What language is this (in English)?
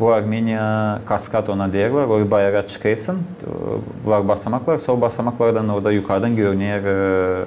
Gagauz